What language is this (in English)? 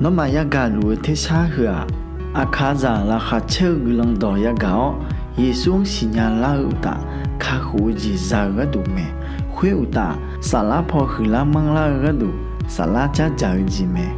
Akha